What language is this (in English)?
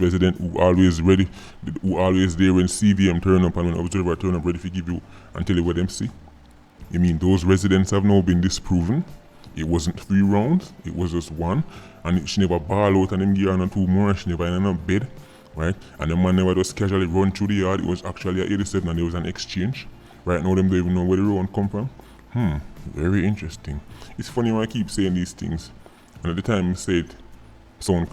Jamaican Creole English